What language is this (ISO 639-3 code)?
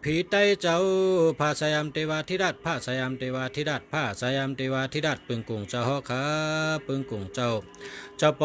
shn